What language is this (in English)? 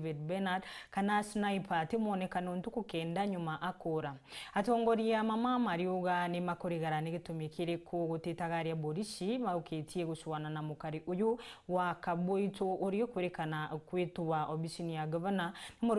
Meru